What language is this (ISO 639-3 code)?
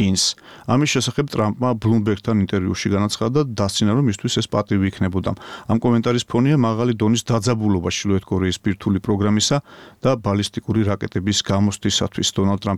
kat